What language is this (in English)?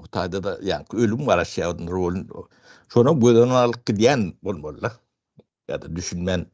Turkmen